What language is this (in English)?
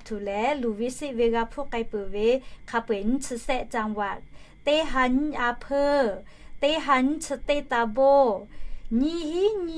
Lahu